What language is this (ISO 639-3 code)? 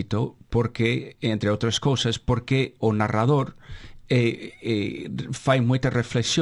glg